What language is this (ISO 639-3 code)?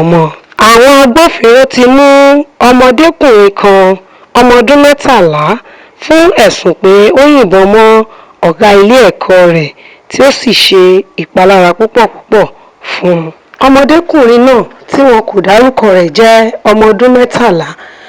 yor